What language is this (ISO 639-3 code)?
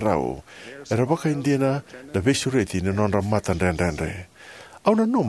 fij